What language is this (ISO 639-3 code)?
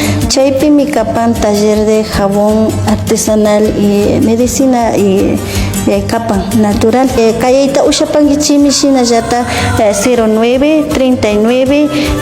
qvi